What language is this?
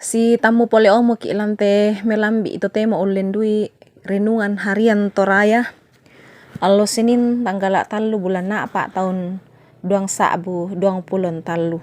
Toraja-Sa'dan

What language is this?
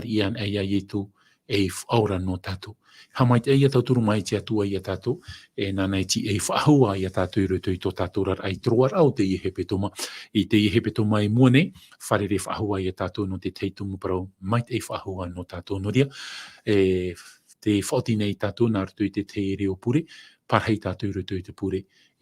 Tahitian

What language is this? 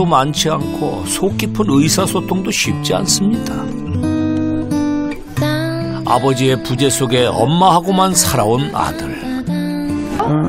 Korean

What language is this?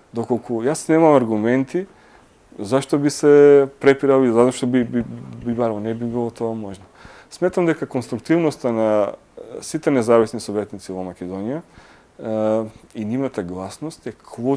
Macedonian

